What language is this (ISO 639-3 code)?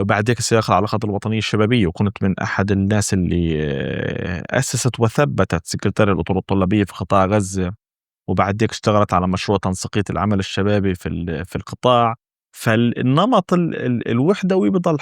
apc